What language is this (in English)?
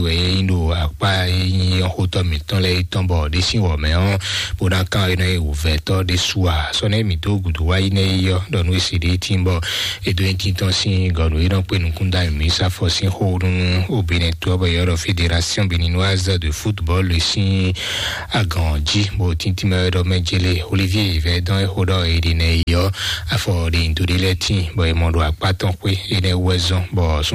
Fon